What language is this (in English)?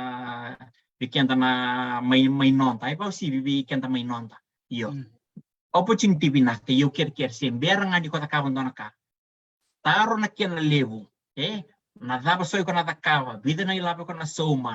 Fijian